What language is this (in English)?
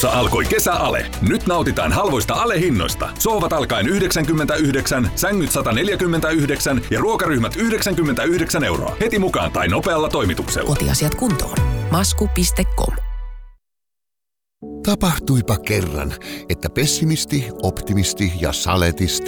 Finnish